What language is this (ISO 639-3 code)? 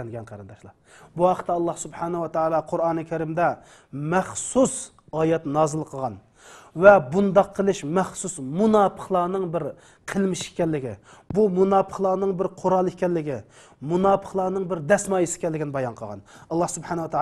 uig